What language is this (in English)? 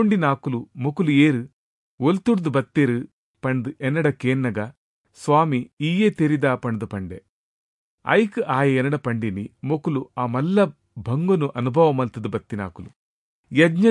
Tulu